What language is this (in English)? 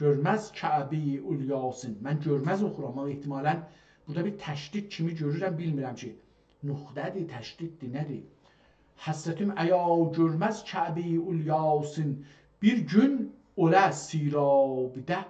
South Azerbaijani